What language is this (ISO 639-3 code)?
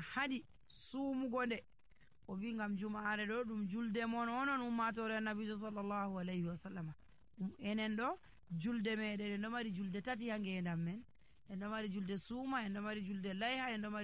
fuv